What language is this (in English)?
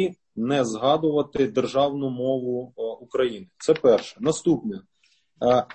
Ukrainian